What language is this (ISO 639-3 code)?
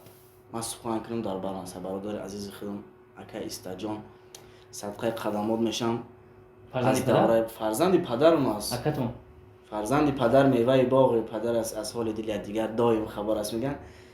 tgk